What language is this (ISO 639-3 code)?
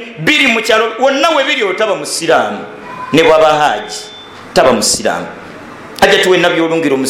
lug